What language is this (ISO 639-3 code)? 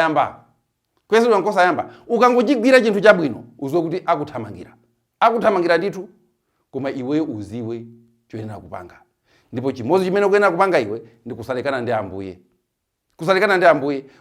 nya